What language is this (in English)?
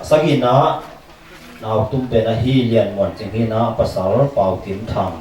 Tedim Chin